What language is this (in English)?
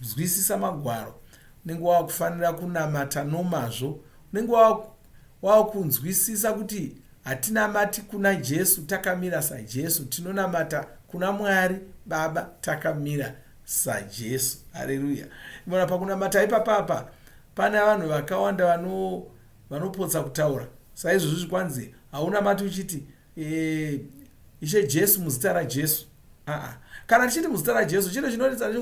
Shona